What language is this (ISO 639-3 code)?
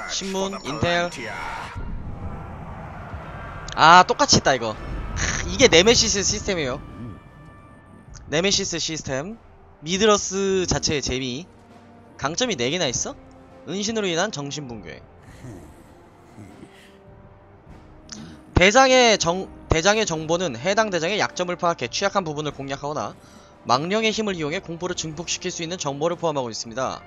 kor